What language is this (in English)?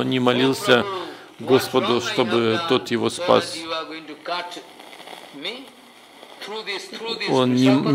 Russian